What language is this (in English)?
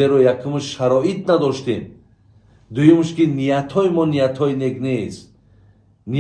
Tajik